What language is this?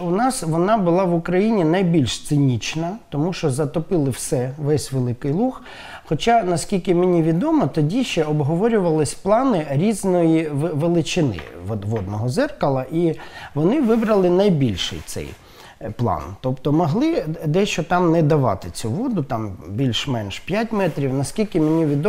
Ukrainian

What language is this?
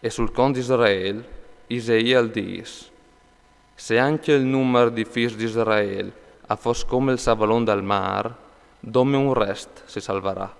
Friulian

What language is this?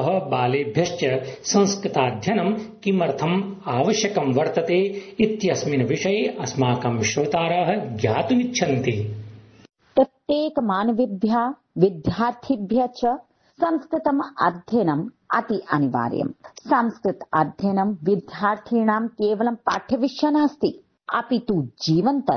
Sanskrit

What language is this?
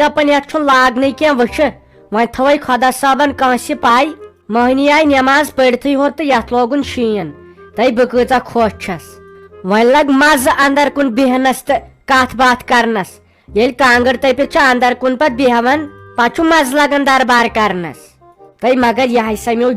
Kashmiri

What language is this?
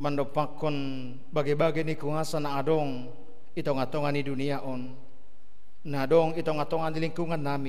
Batak Simalungun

